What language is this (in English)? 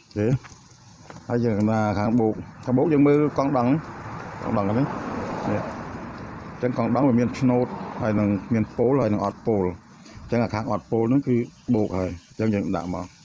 Khmer